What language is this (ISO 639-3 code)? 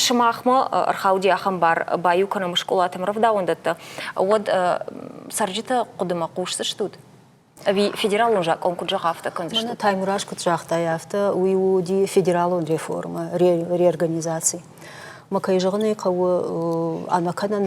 oss